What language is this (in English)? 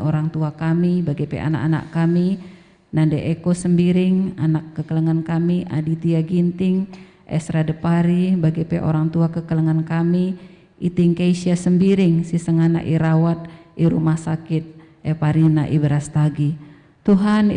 Batak Karo